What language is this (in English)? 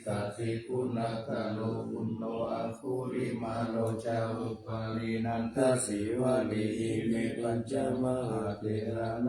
Pali